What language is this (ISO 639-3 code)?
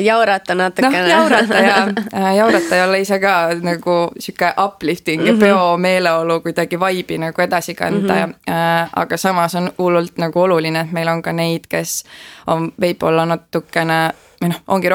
est